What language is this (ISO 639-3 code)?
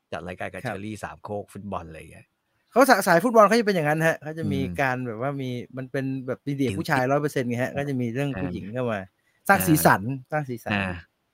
tha